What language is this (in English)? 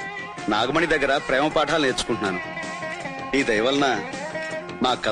Telugu